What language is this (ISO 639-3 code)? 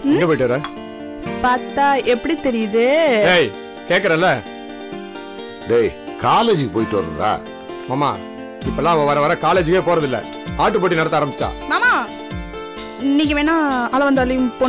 tam